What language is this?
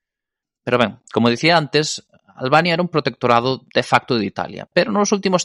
Galician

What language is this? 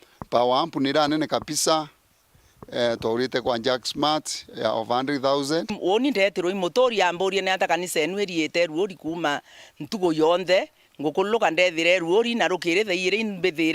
Meru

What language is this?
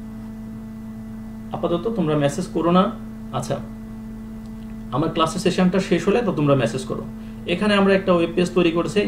Bangla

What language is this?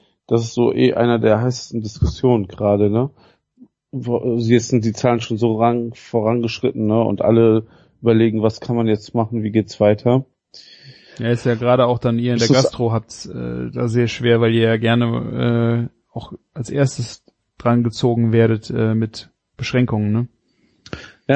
German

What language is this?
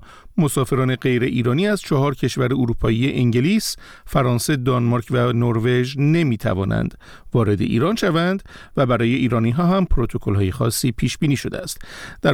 Persian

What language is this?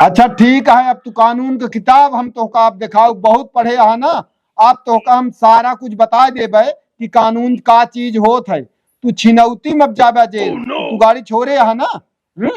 Awadhi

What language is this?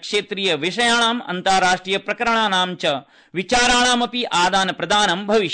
Sanskrit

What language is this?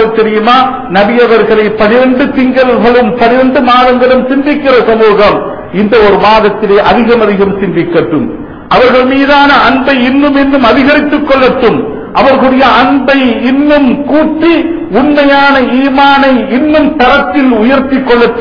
Tamil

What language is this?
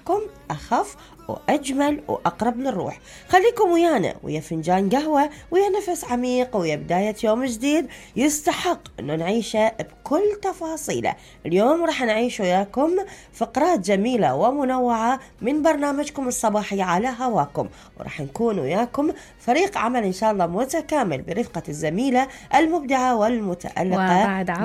Mesopotamian Arabic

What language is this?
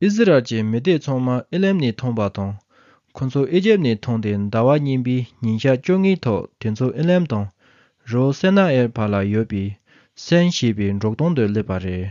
Tibetan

